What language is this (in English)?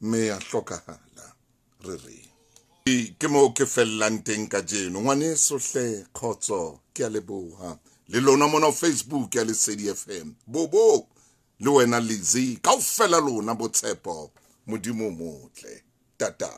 Southern Sotho